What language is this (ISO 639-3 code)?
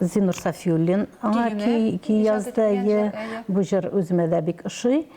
tat